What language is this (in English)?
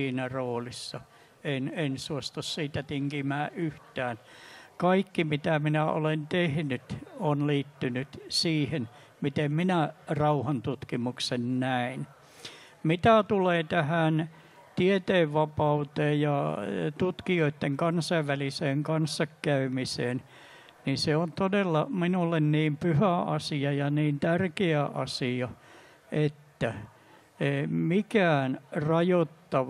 Finnish